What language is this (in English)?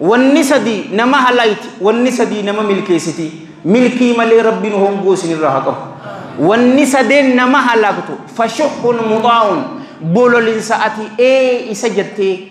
Oromo